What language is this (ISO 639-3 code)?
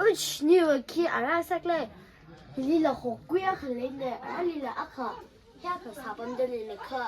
nmf